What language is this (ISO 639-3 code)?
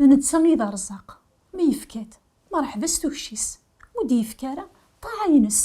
kab